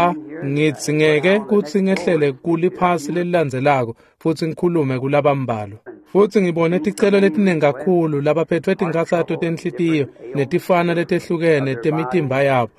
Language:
Swati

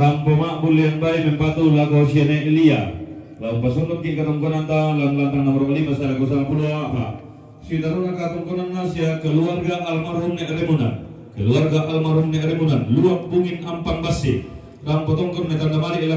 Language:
Toraja-Sa'dan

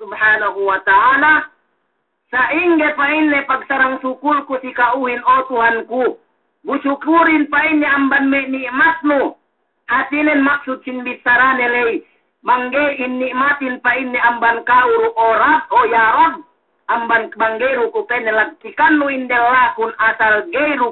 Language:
Yakan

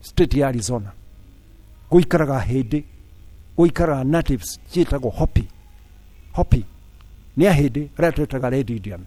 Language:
Kikuyu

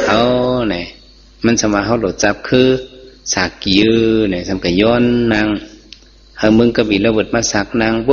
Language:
Shan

